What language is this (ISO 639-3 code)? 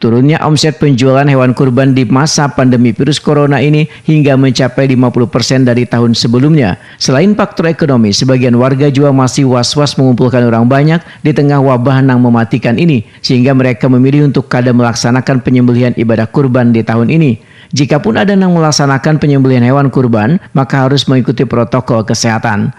bjn